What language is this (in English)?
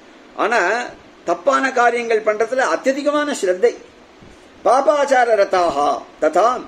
Tamil